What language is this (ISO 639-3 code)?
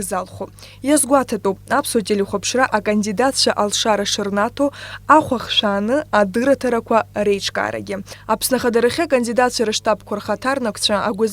abk